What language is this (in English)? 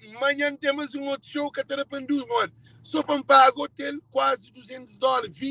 Kabuverdianu